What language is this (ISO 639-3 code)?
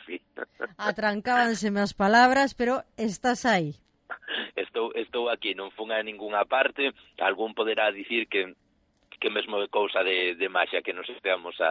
glg